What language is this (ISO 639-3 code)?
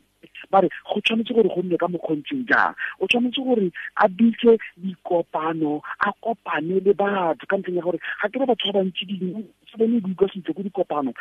tsn